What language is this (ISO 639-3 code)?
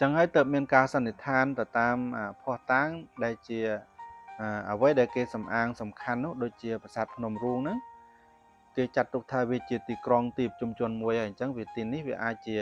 khm